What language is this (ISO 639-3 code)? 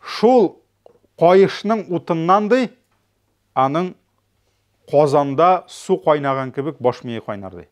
tat